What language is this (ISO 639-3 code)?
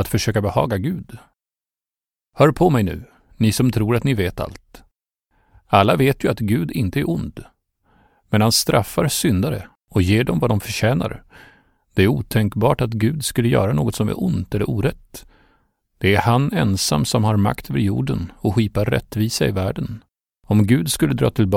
swe